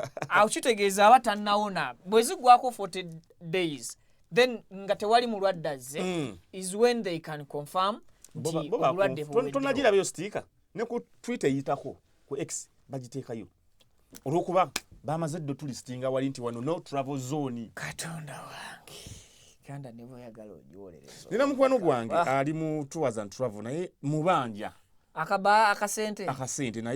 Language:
Ganda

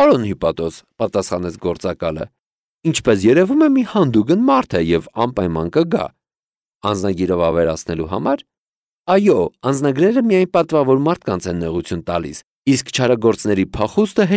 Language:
Armenian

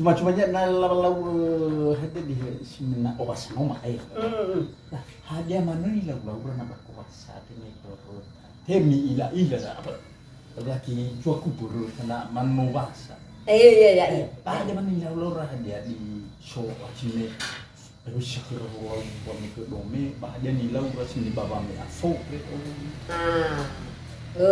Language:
Nias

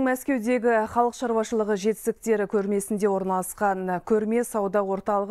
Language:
Kazakh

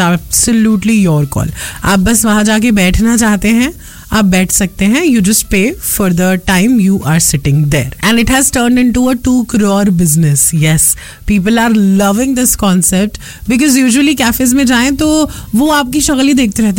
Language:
Hindi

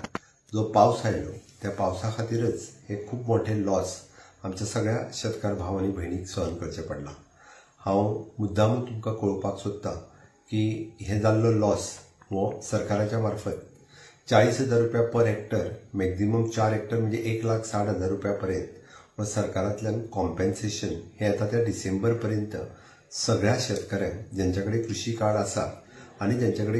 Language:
Konkani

